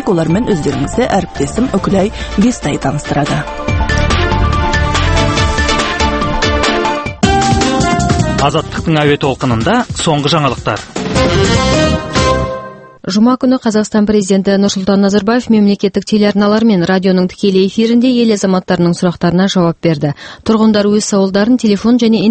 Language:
Kazakh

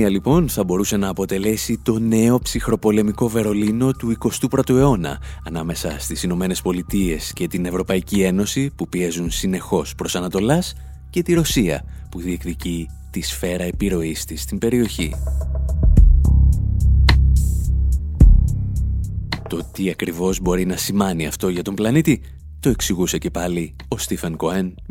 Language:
Greek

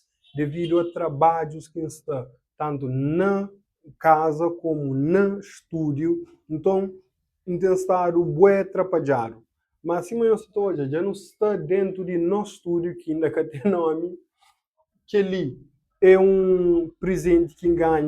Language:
Kabuverdianu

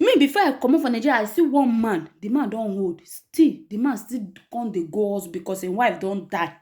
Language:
Nigerian Pidgin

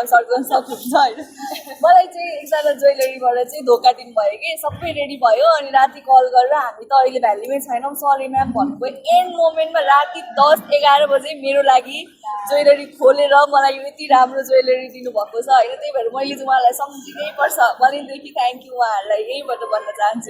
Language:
Nepali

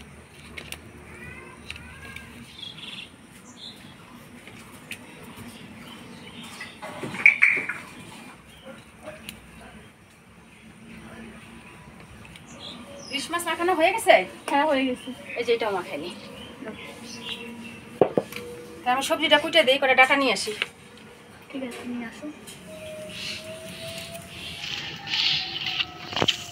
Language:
Bangla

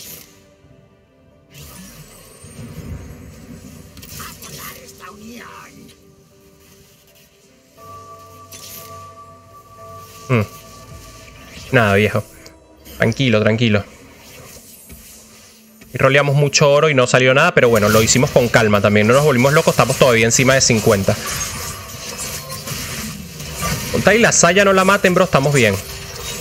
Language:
Spanish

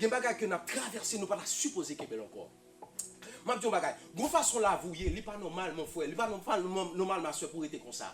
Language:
Haitian Creole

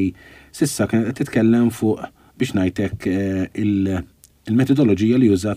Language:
Maltese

